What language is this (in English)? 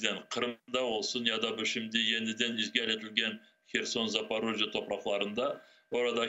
Crimean Tatar